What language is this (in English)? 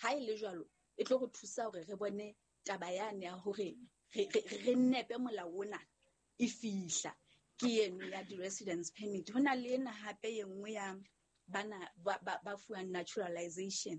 Southern Sotho